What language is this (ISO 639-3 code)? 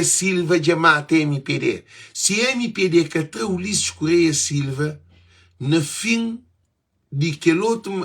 kea